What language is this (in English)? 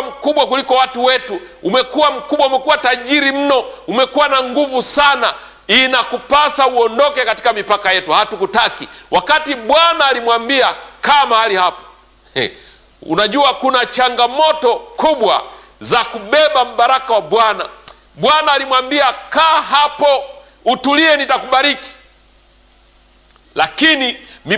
Swahili